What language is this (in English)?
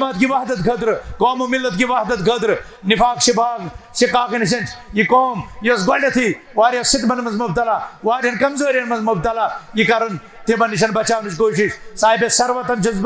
Kashmiri